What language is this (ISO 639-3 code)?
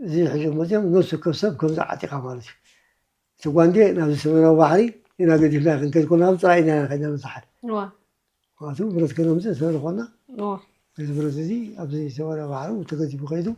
tir